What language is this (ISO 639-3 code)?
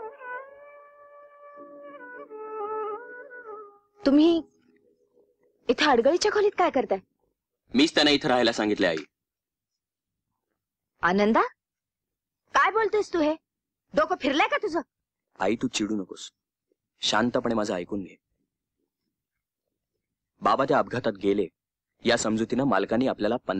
mar